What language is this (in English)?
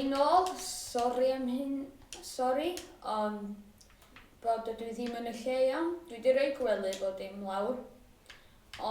Welsh